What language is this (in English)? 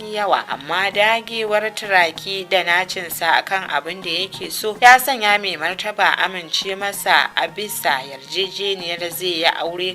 Hausa